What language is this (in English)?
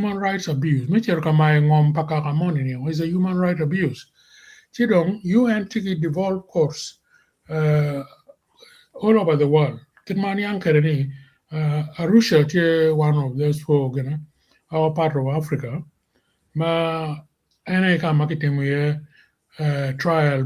Acoli